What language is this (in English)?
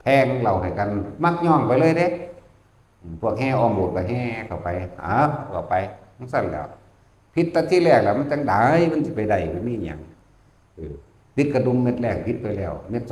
Northeastern Thai